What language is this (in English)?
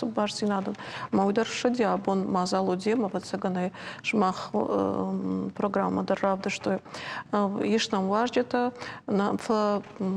Ossetic